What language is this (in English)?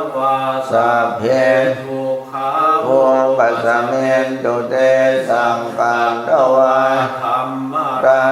Pali